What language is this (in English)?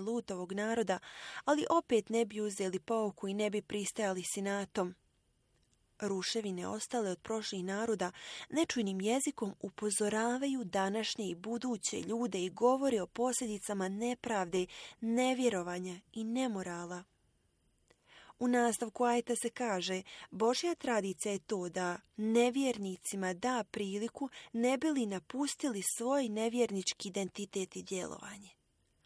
Bosnian